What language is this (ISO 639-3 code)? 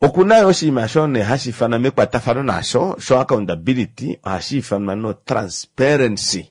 kua